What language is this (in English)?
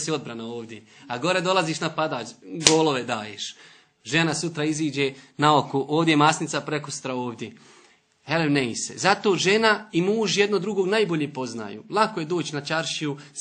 Bosnian